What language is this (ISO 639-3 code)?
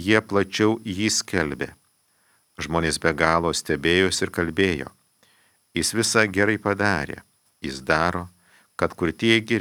lit